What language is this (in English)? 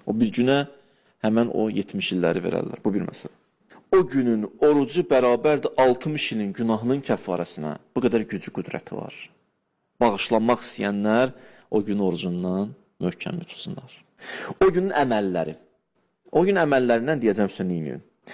Azerbaijani